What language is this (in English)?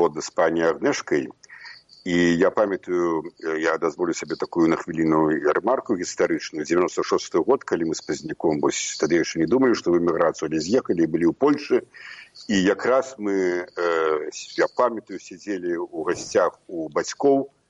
Belarusian